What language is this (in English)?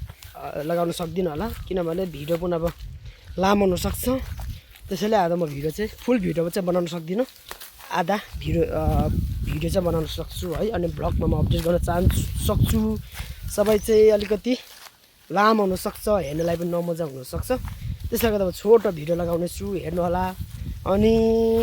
Nepali